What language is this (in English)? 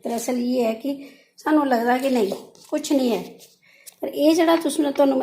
Dogri